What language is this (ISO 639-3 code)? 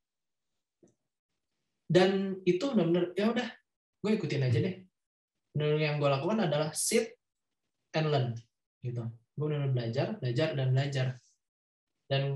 ind